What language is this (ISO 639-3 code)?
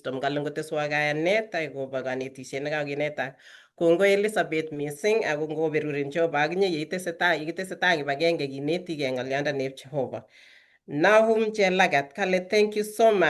kln